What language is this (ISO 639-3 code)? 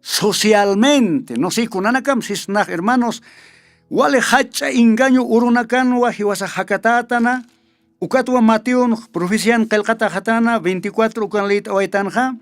aym